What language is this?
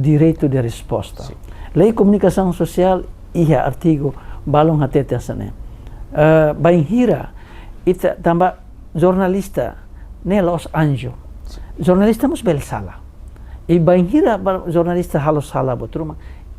Tetum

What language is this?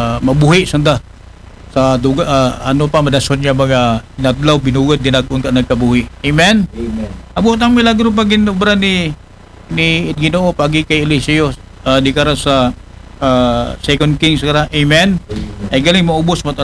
Aklanon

